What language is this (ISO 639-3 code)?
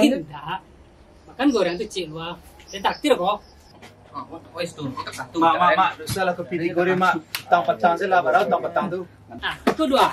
min